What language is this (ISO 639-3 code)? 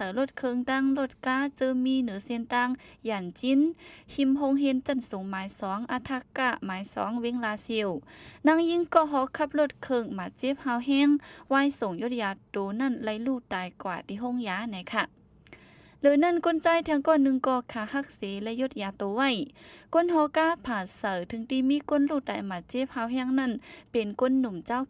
shn